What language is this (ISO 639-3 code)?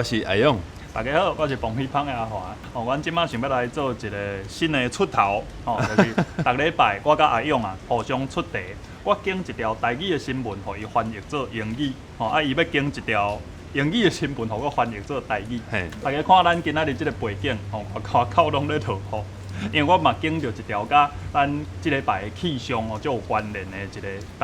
nan